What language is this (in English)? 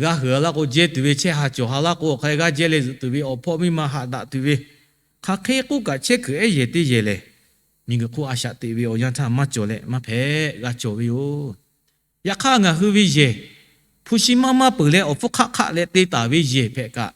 Lahu